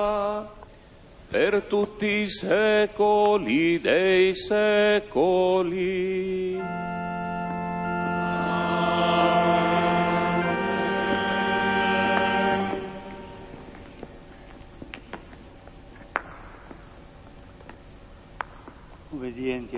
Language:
Polish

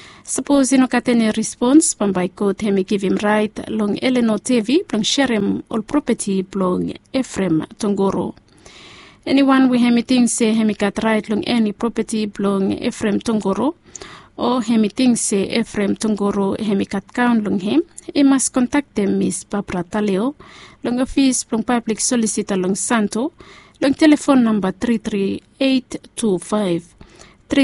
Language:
Bislama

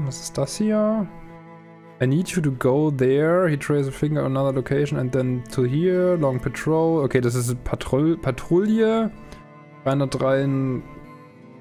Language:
German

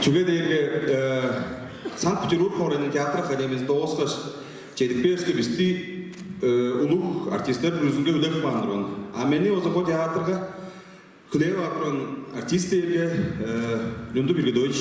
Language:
Tuvinian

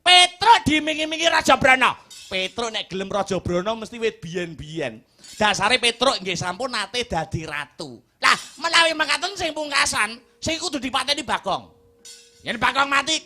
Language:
Javanese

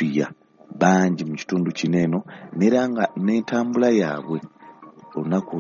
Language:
Ganda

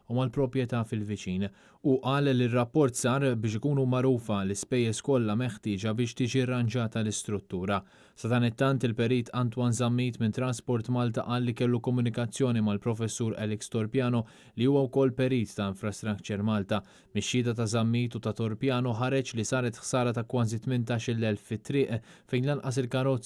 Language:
Maltese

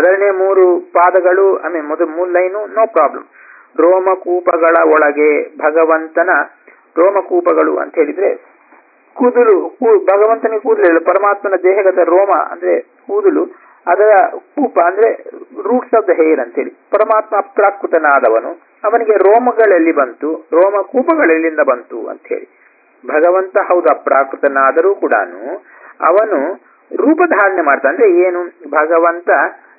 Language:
Kannada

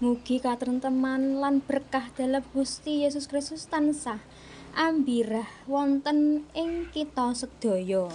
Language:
Javanese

